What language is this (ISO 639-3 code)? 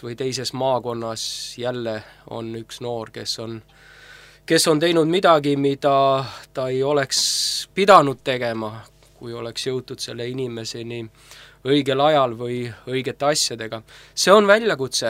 est